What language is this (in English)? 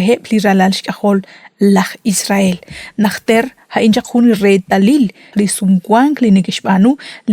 Kekchí